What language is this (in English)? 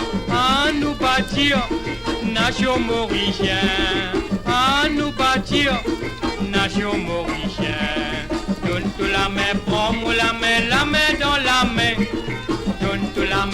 Morisyen